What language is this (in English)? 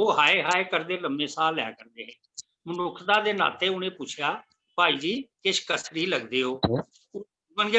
Dogri